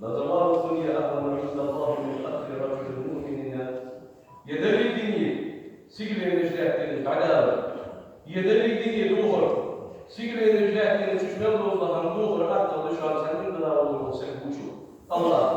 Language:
Ingush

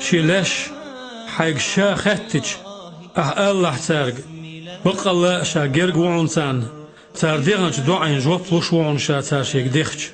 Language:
Chechen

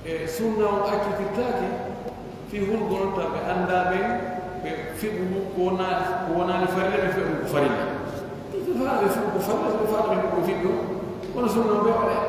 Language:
Pular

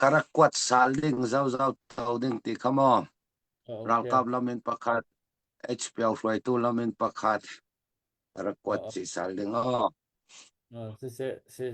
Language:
Hakha Chin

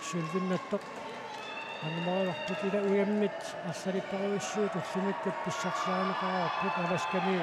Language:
Kalaallisut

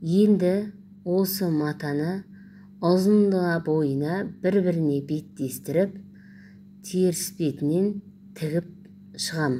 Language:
Kazakh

